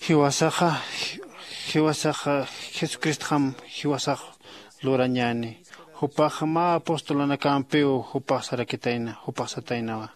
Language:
Aymara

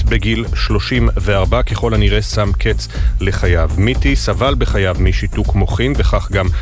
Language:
Hebrew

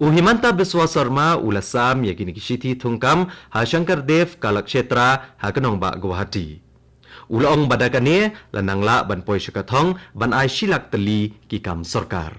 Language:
Khasi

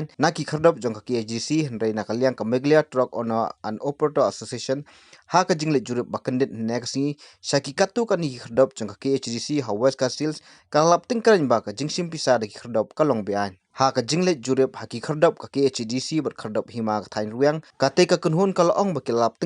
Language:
Khasi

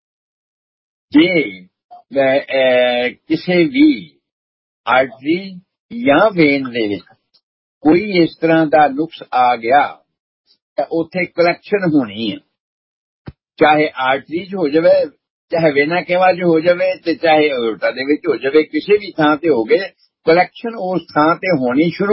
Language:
Punjabi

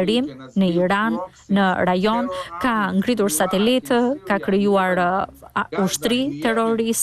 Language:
Albanian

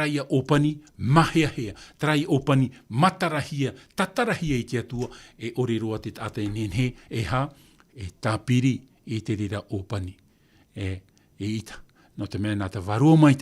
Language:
Tahitian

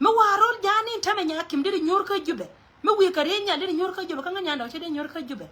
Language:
Nuer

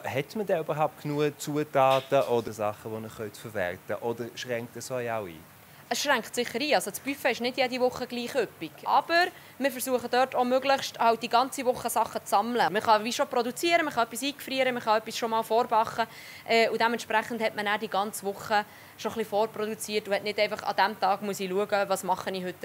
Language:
Swiss German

